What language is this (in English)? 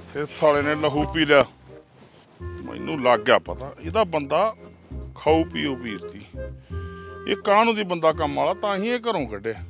Punjabi